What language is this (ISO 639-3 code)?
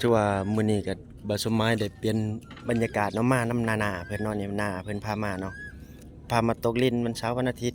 lao